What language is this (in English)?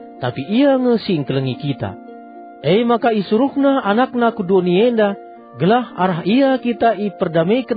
Batak Karo